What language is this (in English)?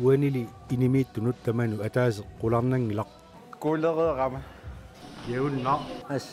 Kalaallisut